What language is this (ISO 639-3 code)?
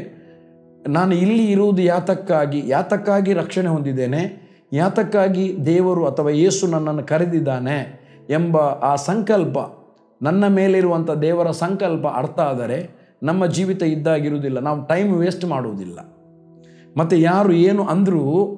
kan